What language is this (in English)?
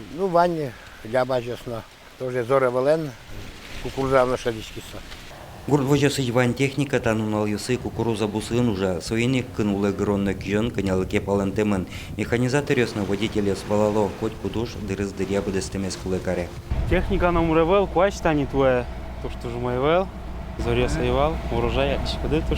Udmurt